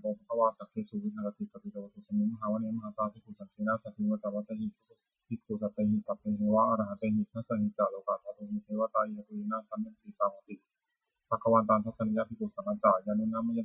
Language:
Pali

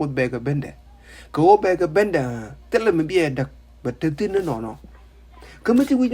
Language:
Nuer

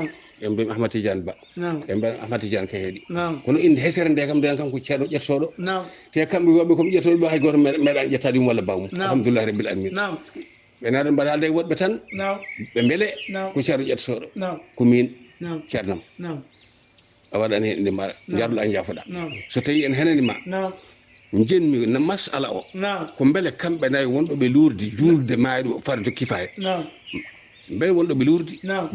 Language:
Fula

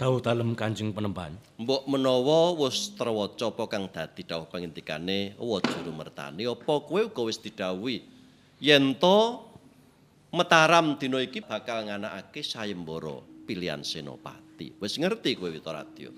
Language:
Javanese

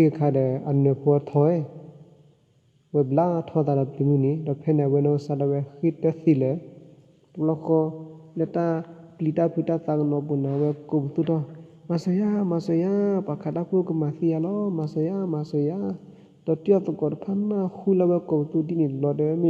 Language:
S'gaw Karen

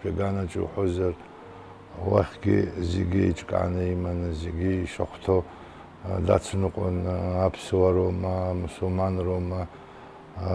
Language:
Abkhazian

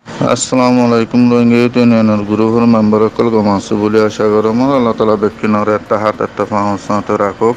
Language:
Rohingya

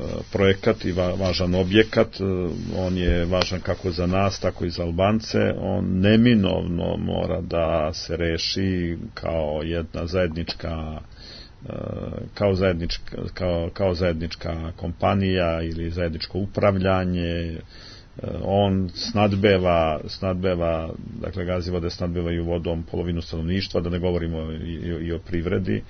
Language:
Serbian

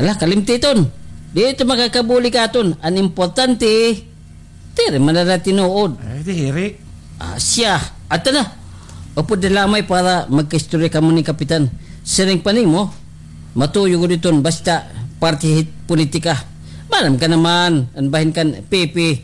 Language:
Waray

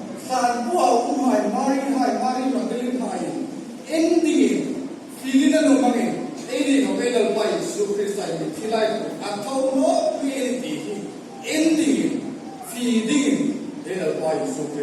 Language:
Hmar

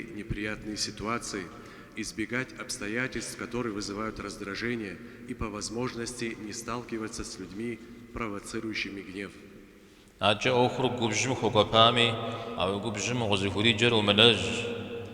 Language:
Kabardian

